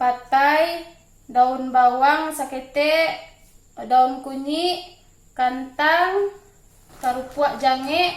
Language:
Minangkabau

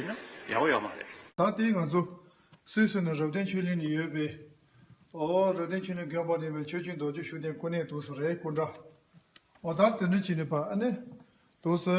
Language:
Tibetan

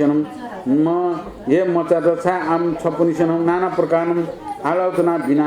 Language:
Newari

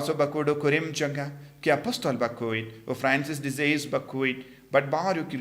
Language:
Khasi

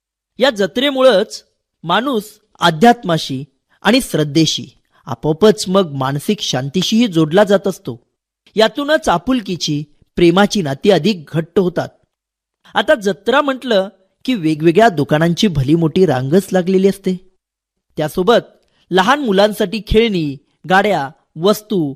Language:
Marathi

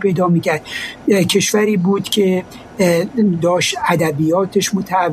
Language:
Persian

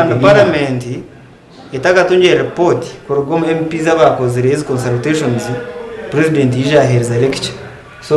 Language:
Nyankole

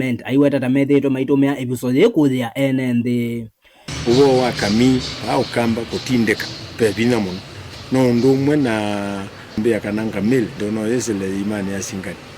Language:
Kamba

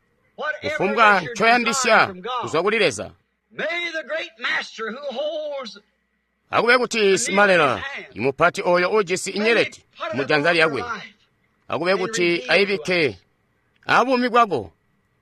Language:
Tonga (Zambia)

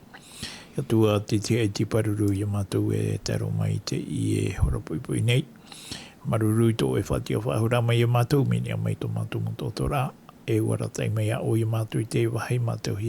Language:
Tahitian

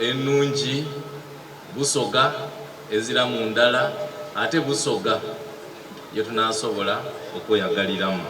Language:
Soga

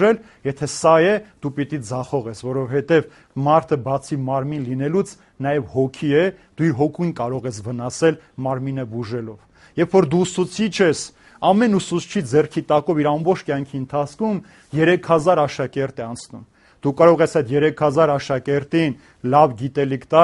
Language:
Armenian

